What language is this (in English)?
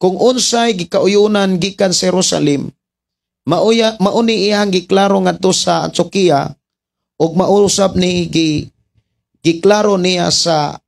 Cebuano